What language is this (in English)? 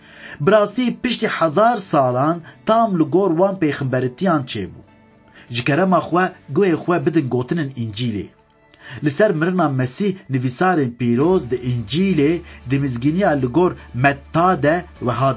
Kurdish